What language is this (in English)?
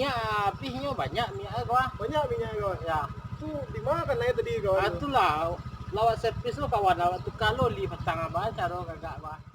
Minangkabau